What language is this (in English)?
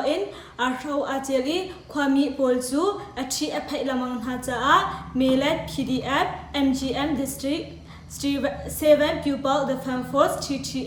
Hakha Chin